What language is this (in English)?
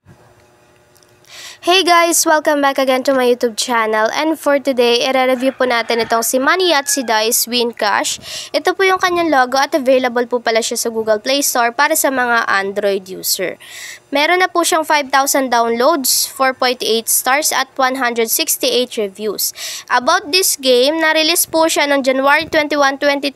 Filipino